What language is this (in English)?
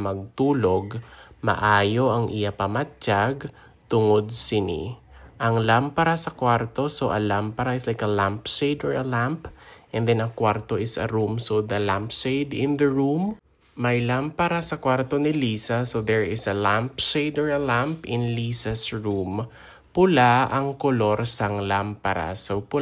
Hiligaynon